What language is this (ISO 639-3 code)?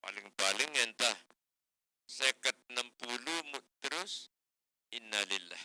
sas